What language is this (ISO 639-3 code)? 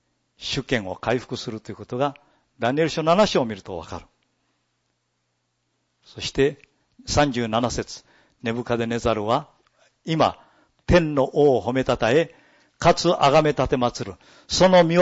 jpn